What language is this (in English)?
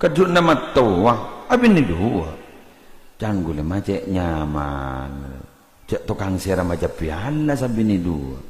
Madurese